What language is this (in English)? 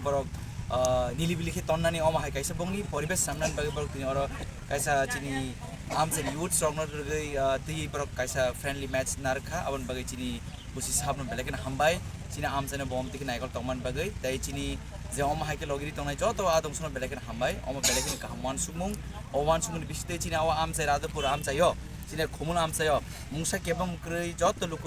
Kok Borok